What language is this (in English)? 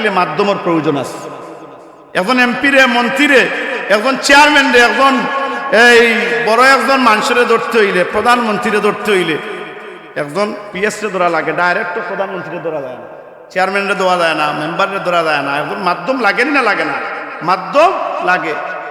Sylheti